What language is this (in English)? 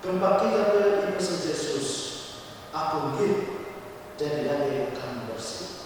Batak Karo